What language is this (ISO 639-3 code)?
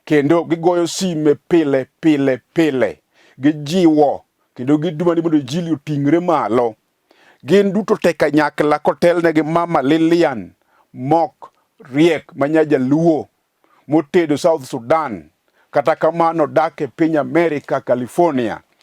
luo